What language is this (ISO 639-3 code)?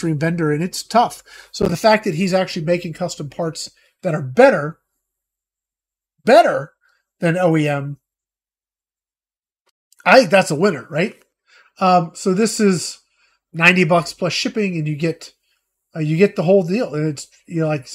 eng